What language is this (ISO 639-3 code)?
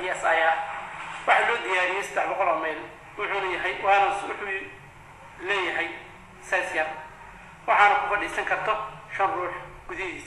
som